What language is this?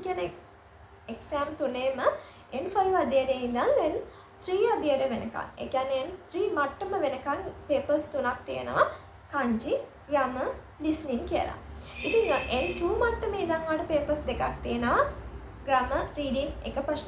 Sinhala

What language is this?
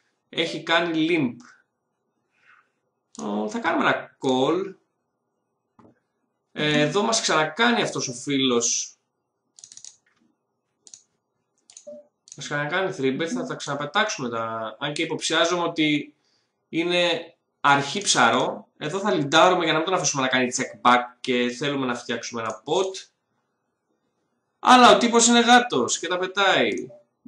Greek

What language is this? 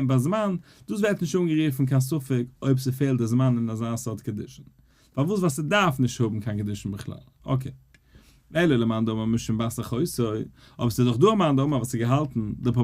Yiddish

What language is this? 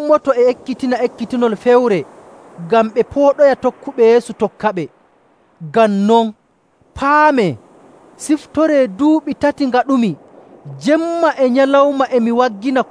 Nigerian Fulfulde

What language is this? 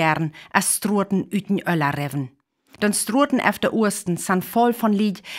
Northern Frisian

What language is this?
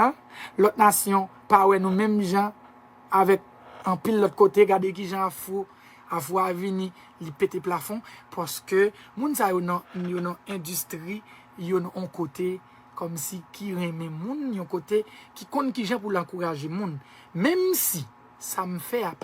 Haitian Creole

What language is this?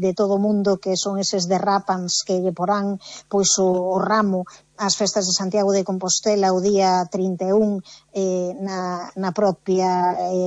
Galician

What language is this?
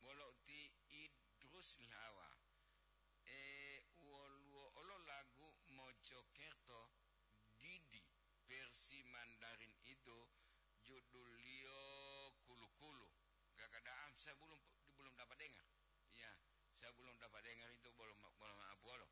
Gorontalo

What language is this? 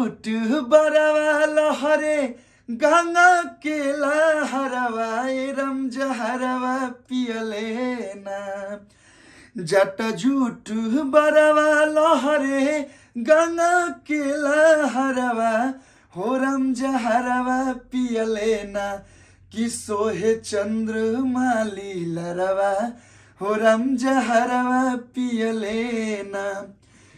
Bhojpuri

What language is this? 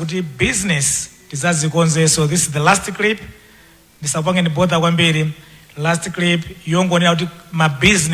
Nyanja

